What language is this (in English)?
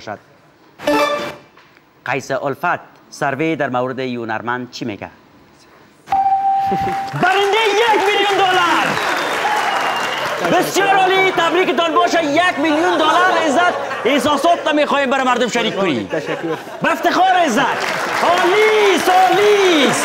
Persian